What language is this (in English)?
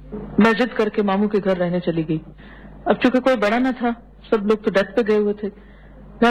Urdu